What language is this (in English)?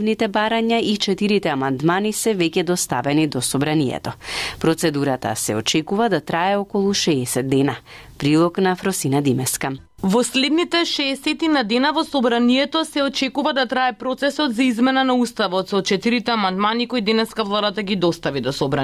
Macedonian